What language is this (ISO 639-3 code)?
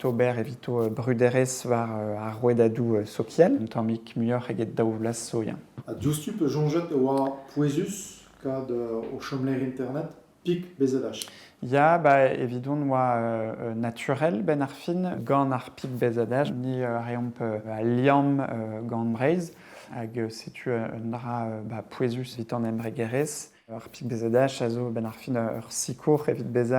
bre